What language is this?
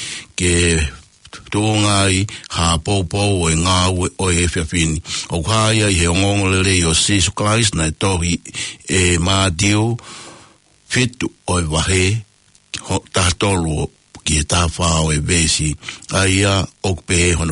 Tongan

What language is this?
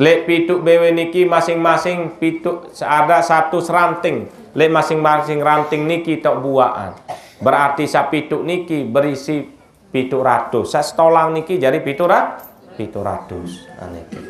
Sasak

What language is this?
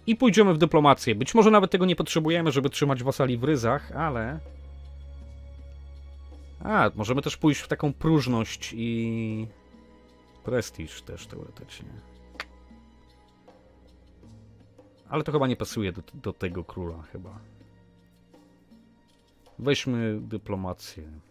Polish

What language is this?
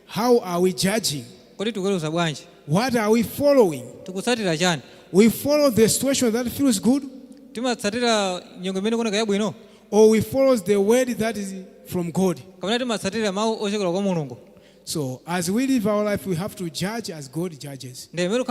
Nyanja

